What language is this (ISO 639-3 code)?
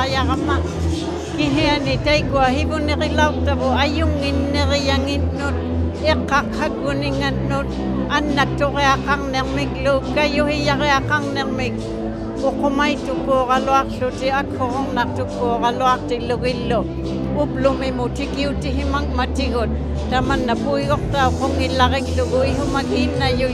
iku